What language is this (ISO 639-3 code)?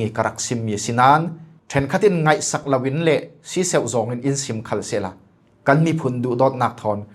cfm